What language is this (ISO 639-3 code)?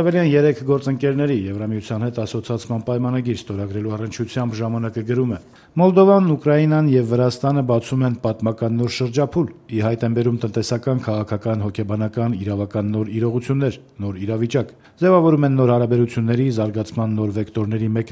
hye